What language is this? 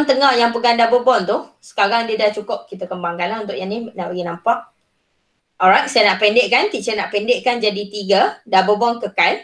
Malay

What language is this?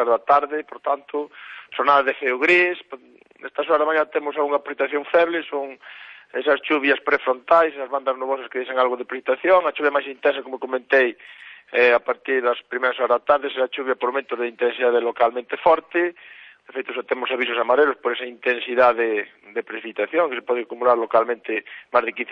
Galician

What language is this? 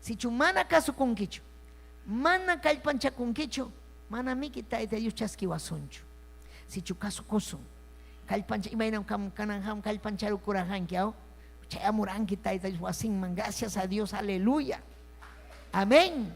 Ayacucho Quechua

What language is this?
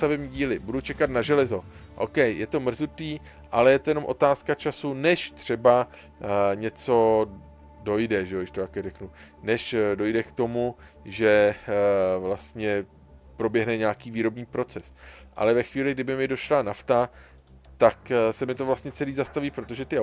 Czech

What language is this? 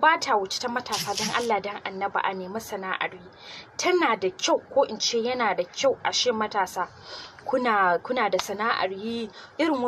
Hausa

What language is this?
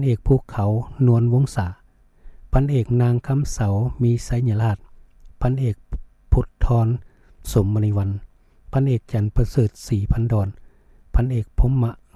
Lao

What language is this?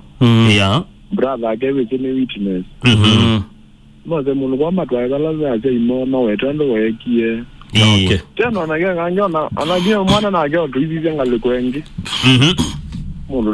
Kamba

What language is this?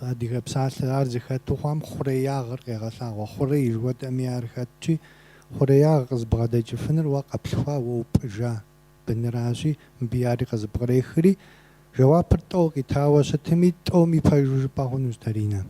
Kabardian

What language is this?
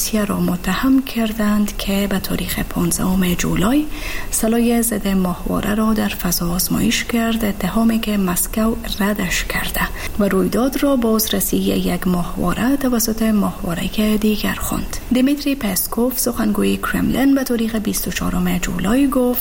Persian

